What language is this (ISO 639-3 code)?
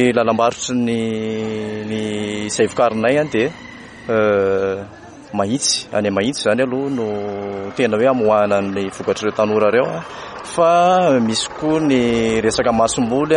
mlg